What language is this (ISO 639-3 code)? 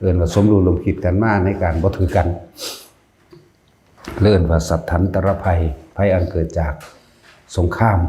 lao